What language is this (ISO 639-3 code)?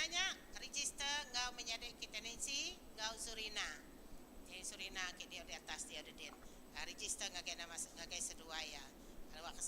iba